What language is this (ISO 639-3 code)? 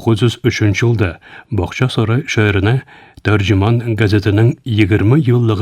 tat